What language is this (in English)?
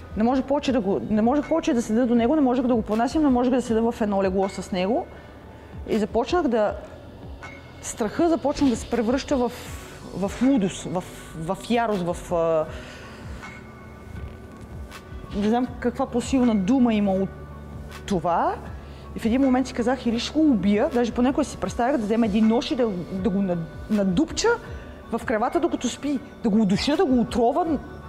Bulgarian